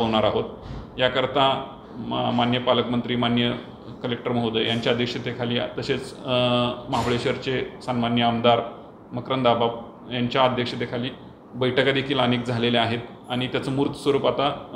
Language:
Marathi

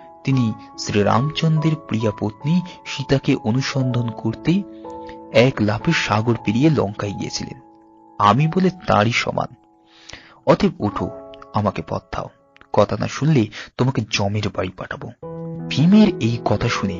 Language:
Bangla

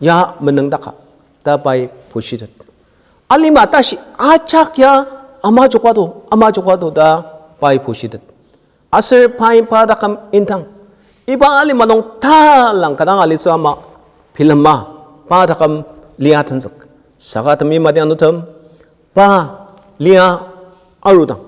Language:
Ao Naga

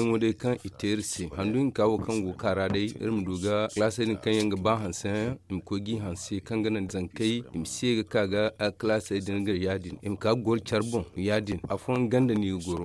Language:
Zarma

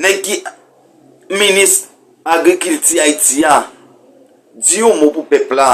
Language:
Haitian Creole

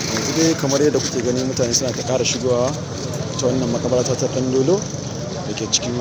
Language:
Hausa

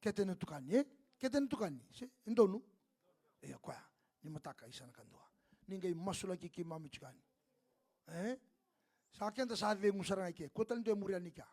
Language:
Fijian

